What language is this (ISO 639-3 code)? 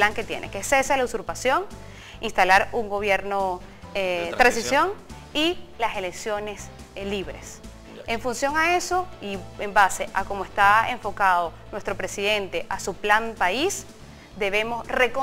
spa